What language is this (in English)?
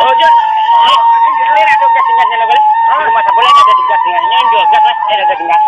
Minangkabau